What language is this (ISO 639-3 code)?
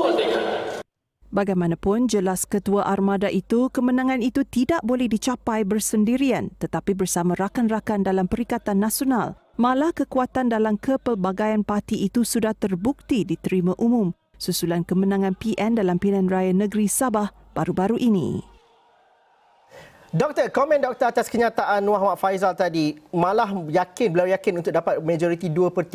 msa